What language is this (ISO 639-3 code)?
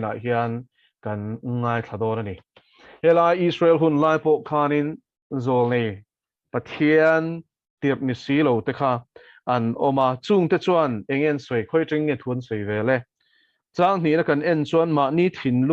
lus